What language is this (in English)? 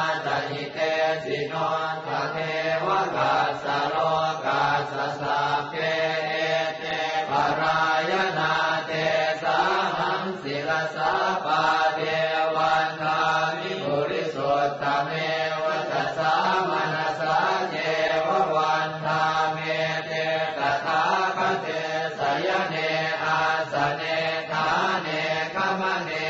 Pali